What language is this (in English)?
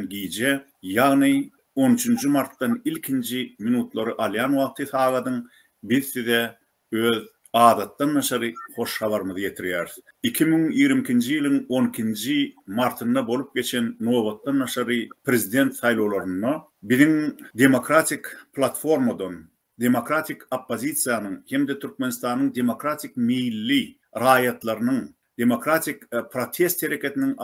Turkmen